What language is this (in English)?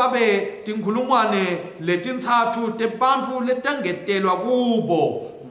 Swati